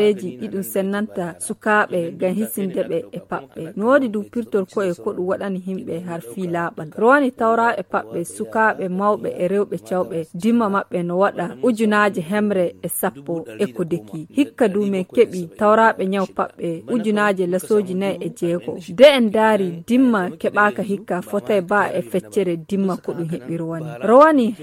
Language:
Nigerian Fulfulde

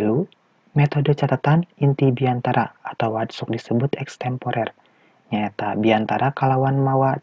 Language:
Sundanese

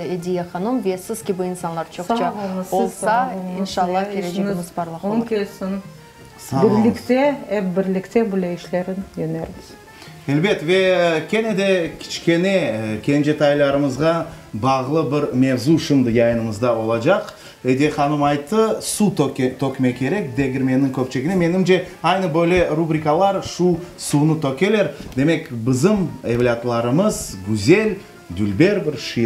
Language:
Crimean Tatar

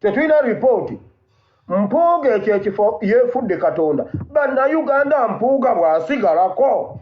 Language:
Ganda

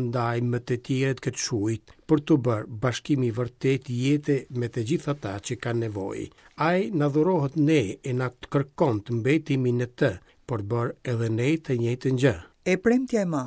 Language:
Albanian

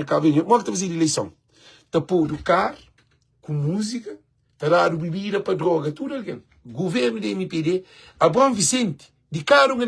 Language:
Kabuverdianu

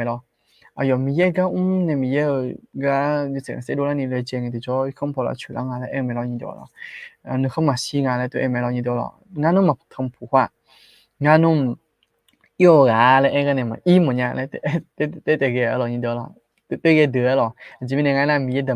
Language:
Akha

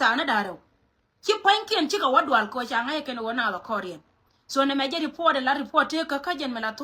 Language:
Nuer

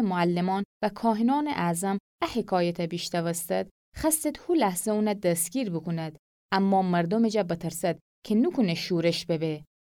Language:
Gilaki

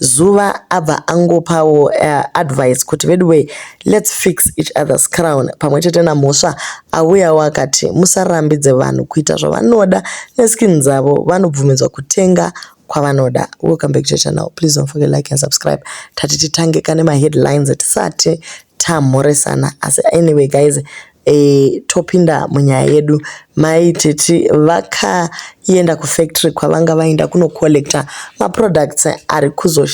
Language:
Shona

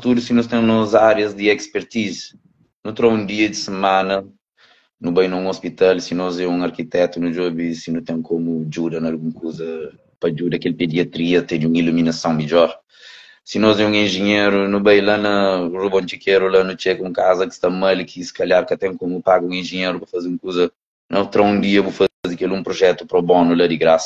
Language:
Kabuverdianu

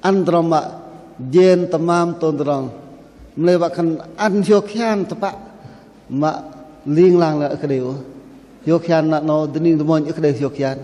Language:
Bahnar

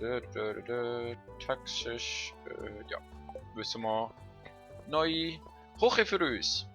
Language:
Swiss German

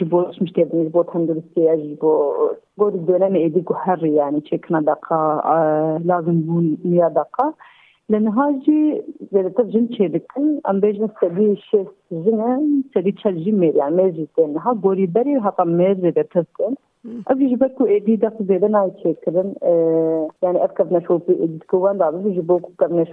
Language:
Kurdish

